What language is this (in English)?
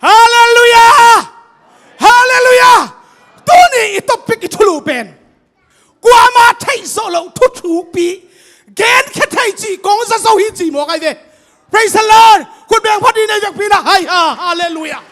Tedim Chin